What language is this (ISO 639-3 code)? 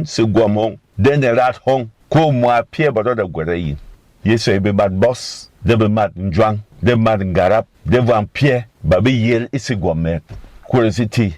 bom